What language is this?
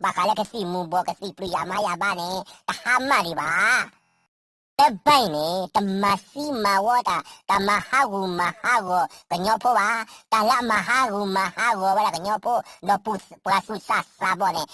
S'gaw Karen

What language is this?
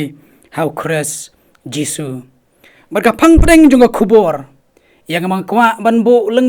Khasi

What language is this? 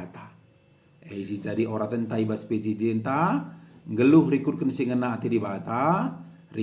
Batak Karo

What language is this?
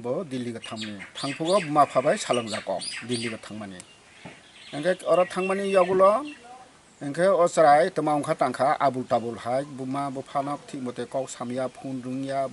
Kok Borok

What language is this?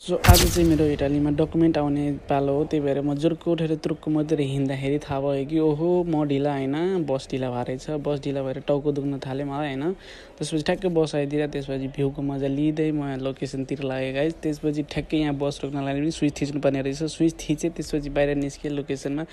Nepali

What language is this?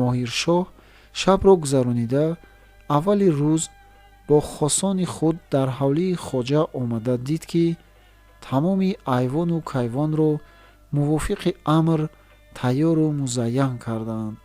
Tajik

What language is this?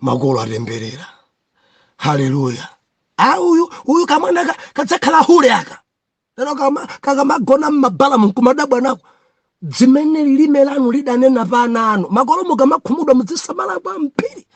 Nyanja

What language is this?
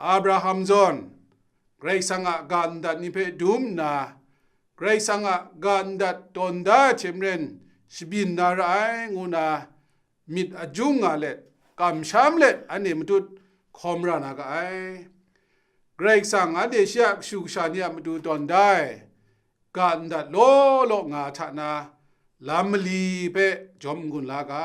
Kachin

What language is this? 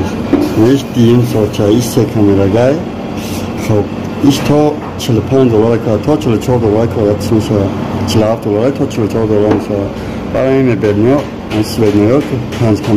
Tajik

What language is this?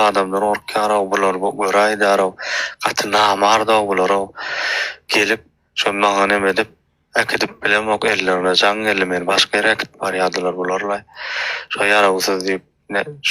Turkmen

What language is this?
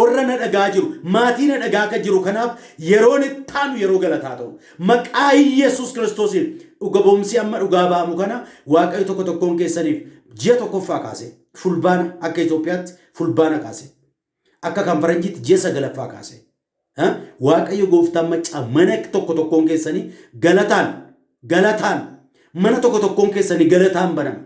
Oromo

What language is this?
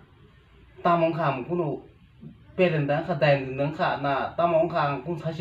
Kok Borok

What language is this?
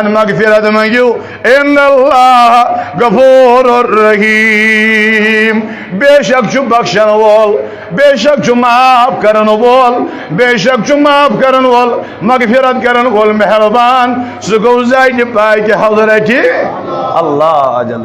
Kashmiri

